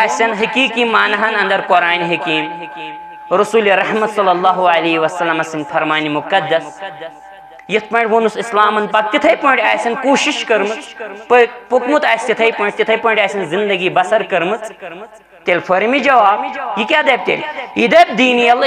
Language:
Kashmiri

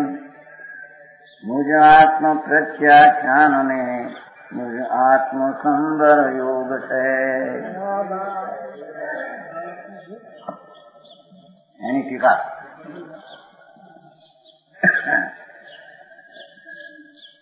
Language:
Gujarati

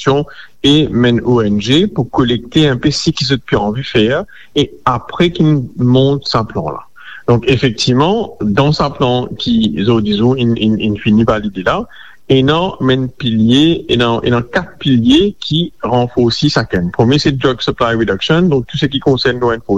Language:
Morisyen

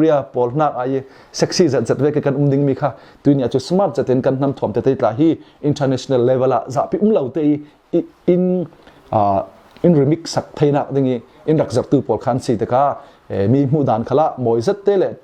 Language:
Falam Chin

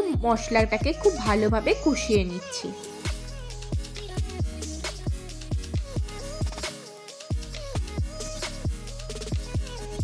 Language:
Bangla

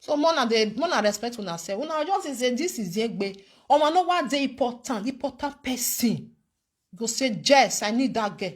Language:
Nigerian Pidgin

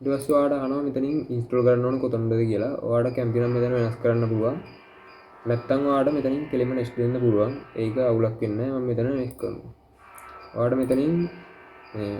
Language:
Sinhala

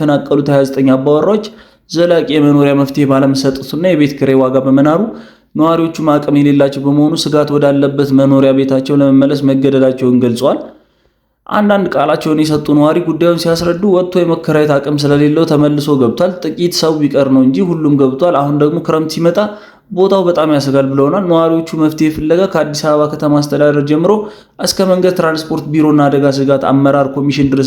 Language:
Amharic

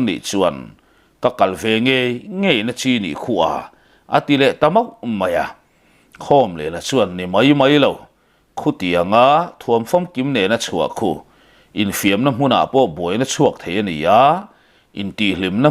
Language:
Mizo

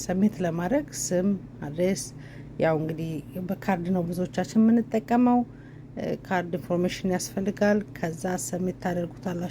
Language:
Amharic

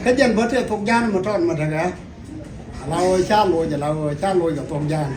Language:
Nuer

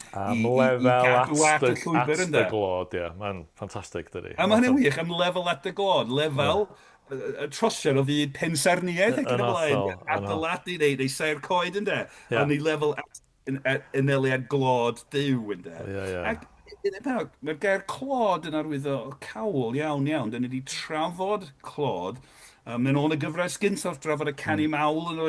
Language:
Welsh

